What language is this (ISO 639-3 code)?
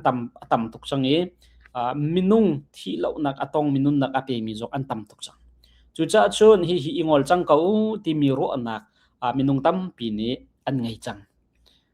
cnh